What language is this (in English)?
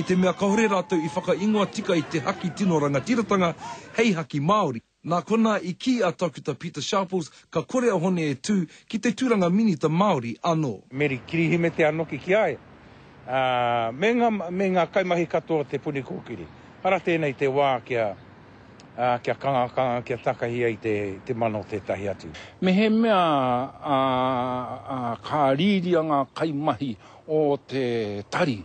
Māori